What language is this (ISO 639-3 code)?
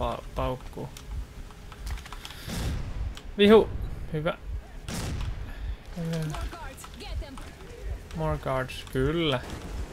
fin